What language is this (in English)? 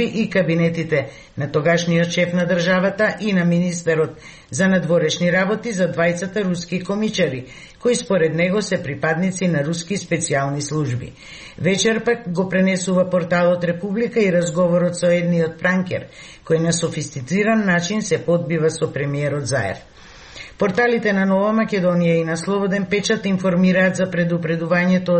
Macedonian